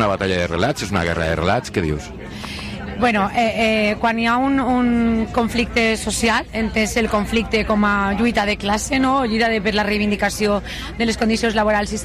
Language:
Catalan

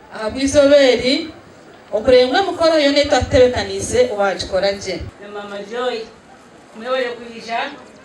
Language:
Nyankole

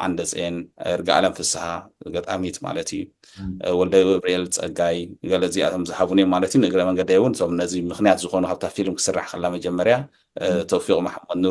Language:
Tigrinya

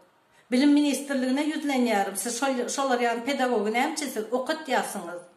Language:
Turkmen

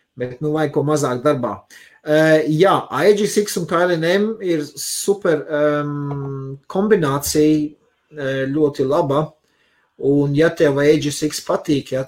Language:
Latvian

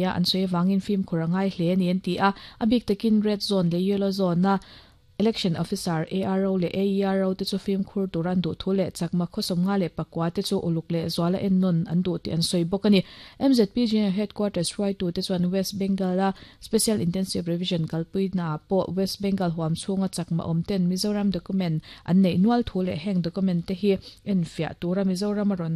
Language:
Mizo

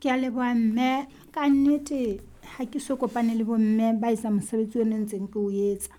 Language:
Southern Sotho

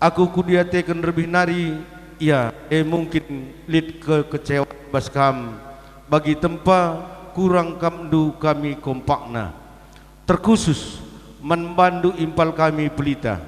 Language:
Batak Karo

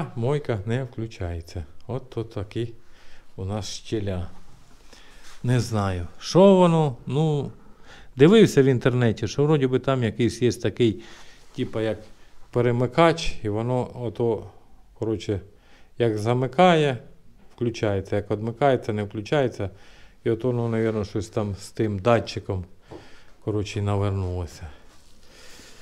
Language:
Ukrainian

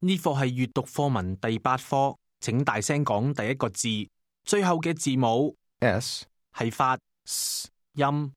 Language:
Cantonese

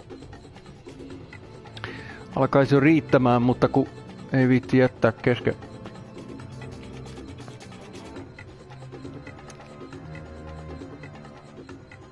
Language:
Finnish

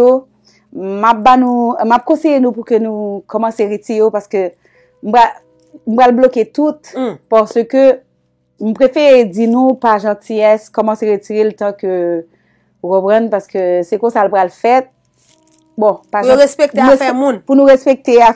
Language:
Haitian Creole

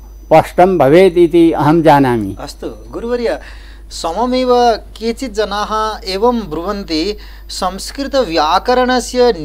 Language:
Sanskrit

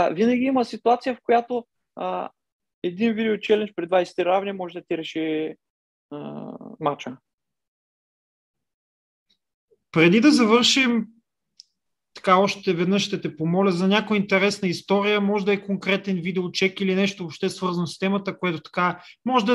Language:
Bulgarian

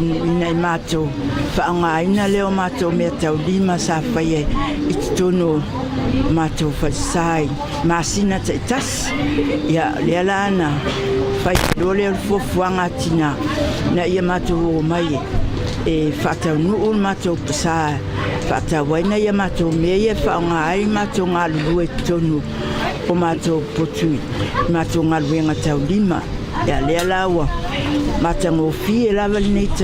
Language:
Samoan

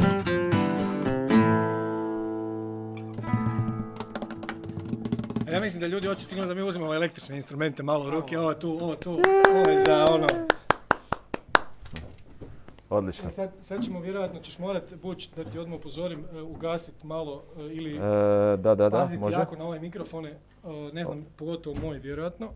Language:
Croatian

